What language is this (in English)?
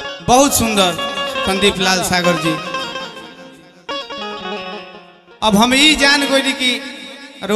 Bhojpuri